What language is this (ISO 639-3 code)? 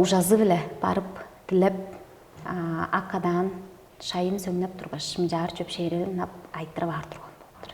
tyv